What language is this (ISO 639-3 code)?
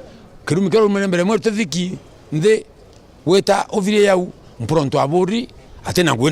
mer